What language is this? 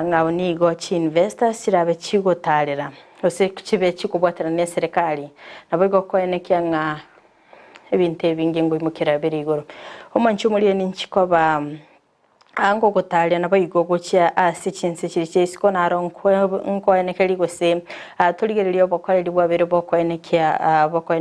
Gusii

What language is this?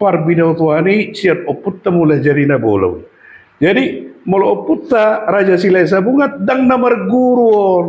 Batak Toba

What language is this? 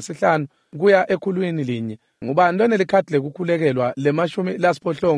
Swati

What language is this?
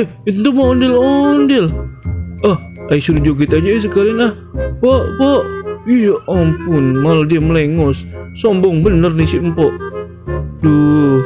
Betawi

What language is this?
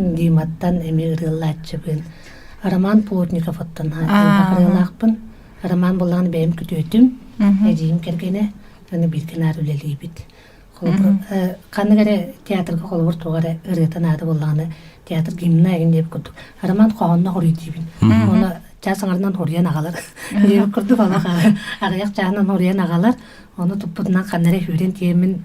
Yakut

